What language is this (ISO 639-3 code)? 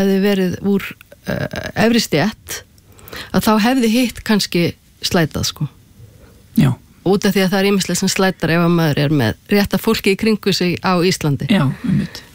isl